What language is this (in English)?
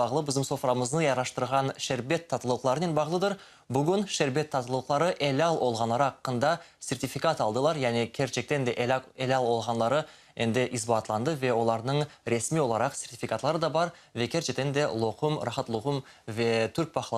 Crimean Tatar